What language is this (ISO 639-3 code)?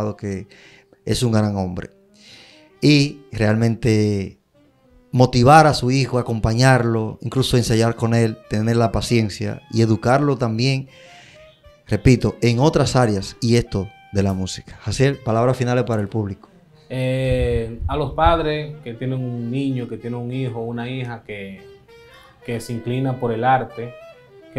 spa